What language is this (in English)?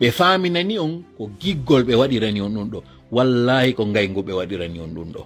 Fula